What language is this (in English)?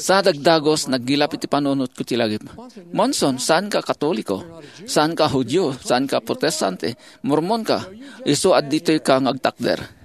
Iloko